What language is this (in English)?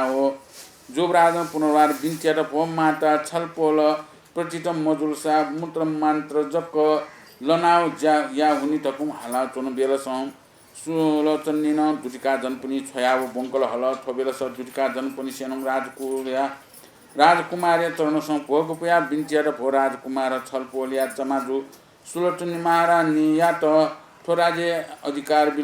Newari